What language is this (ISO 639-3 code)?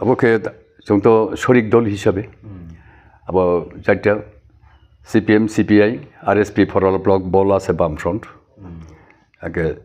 ria